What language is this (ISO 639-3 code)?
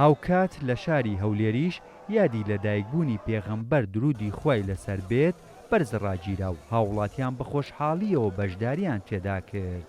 ckb